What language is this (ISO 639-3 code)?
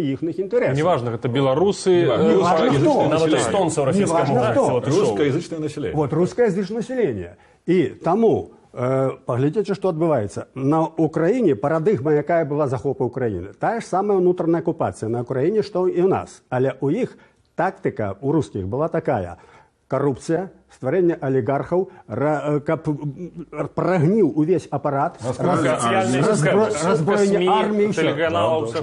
bel